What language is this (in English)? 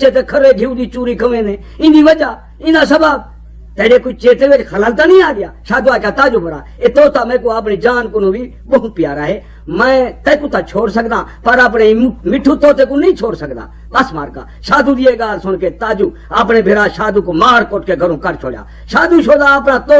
Saraiki